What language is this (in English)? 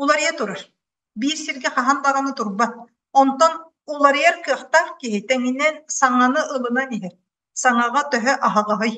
Yakut